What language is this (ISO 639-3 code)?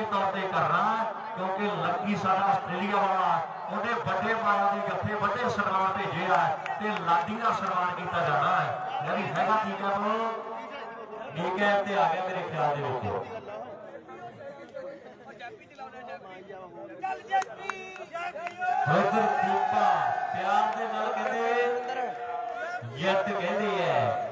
pan